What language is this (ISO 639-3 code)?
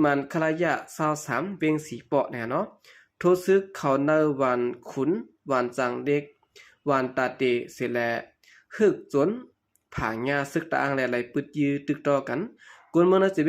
shn